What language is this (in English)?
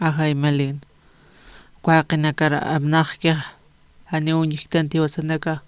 Aymara